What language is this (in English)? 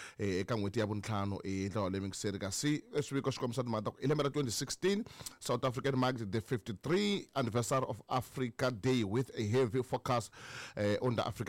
Tsonga